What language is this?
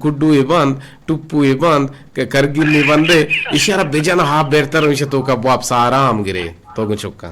Eastern Balochi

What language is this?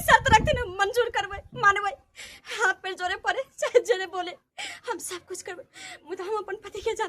Maithili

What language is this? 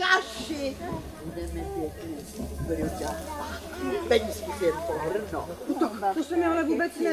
Czech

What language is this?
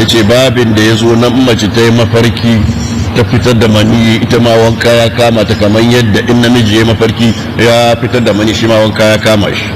Hausa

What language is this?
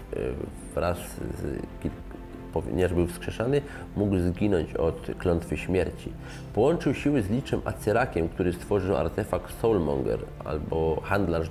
Polish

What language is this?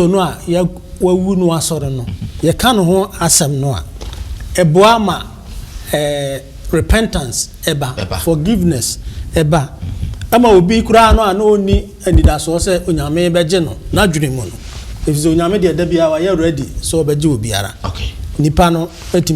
Akan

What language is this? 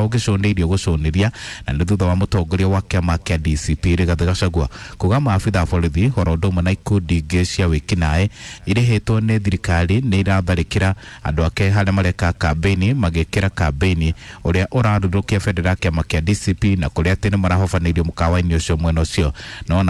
Kikuyu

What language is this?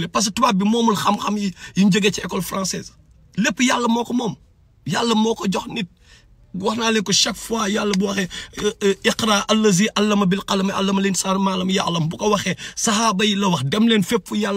Wolof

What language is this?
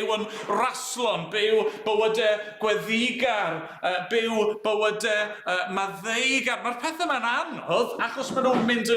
Welsh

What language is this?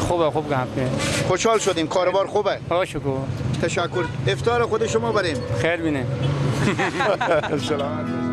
Persian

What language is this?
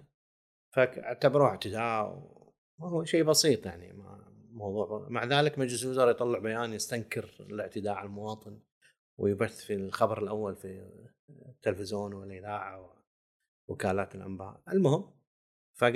Gulf Arabic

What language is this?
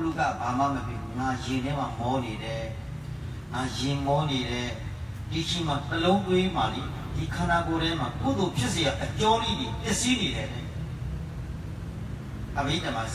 Burmese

